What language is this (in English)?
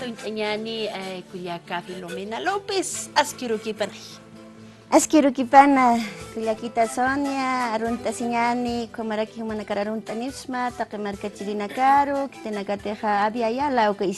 Aymara